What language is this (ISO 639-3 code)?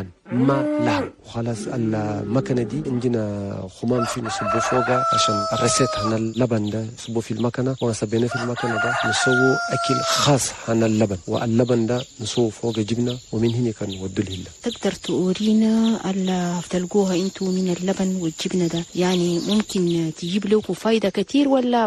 shu